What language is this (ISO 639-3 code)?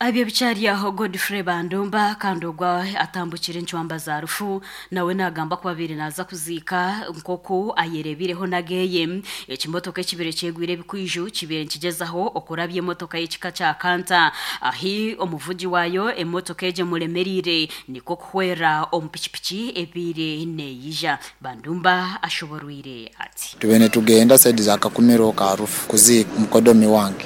nyn